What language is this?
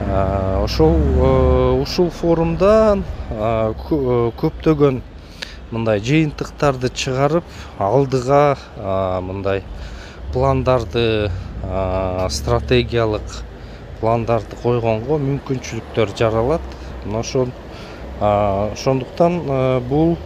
Kyrgyz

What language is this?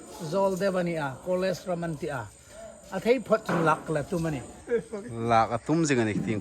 Hmar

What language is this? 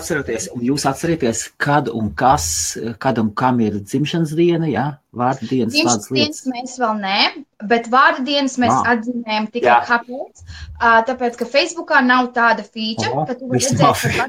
Latvian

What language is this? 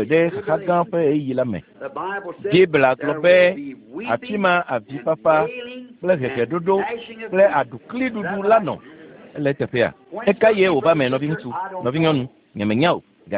Ewe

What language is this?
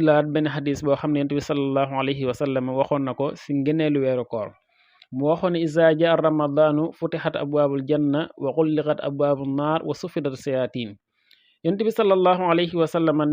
Wolof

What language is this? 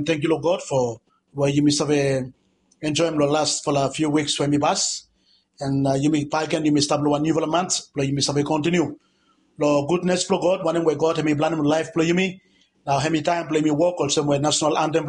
Bislama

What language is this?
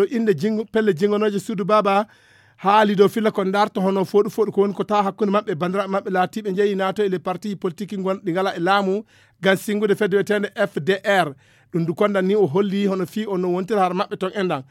Fula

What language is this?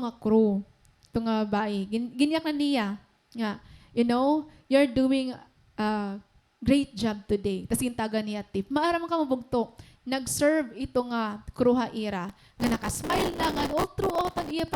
Waray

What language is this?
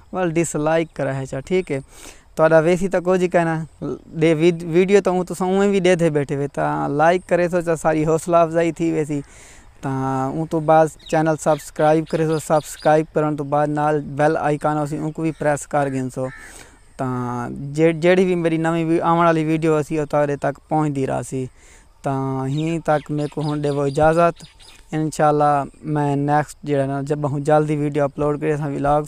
Saraiki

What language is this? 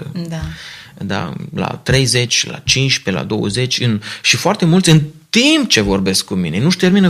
Romanian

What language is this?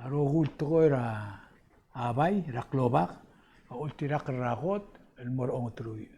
Palauan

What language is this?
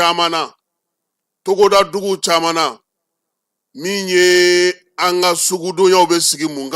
Bambara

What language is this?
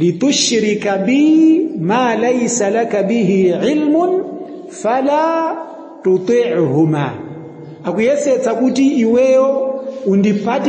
Nyanja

